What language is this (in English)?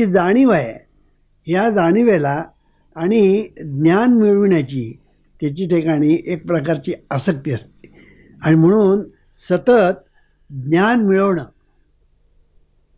Marathi